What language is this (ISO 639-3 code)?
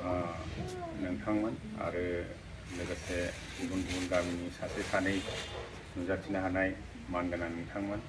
brx